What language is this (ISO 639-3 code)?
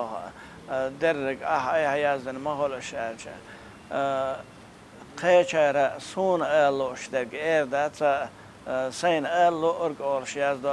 che